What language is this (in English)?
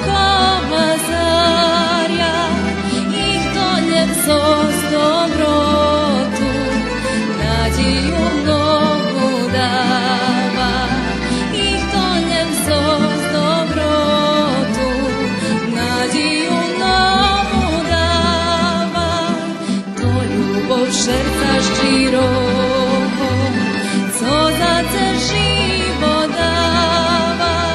Rusyn